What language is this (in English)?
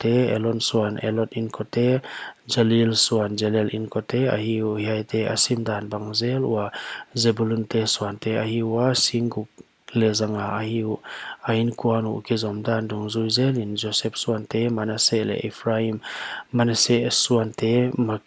Paite Chin